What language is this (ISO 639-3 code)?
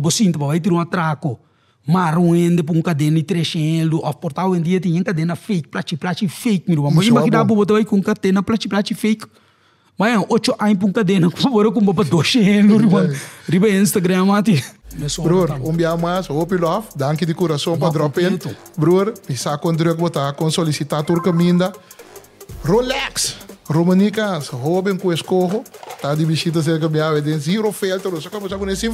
pap